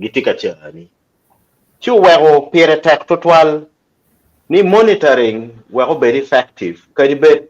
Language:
Acoli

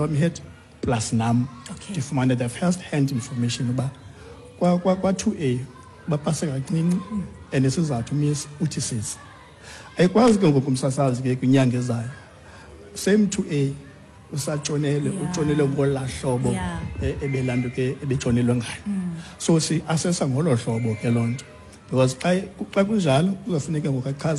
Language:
Xhosa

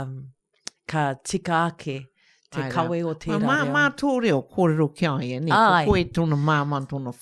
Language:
Māori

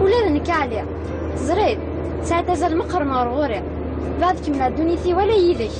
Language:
Kabyle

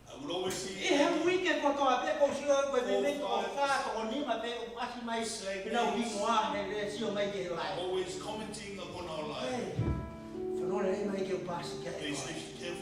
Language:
Tongan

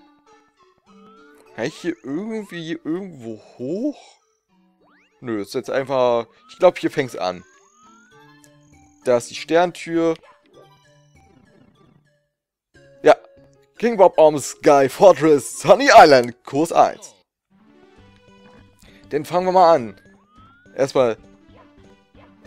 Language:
German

